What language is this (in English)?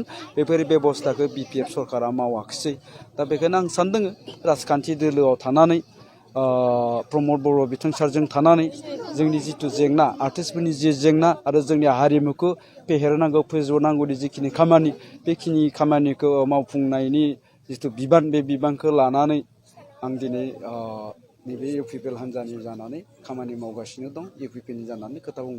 Bodo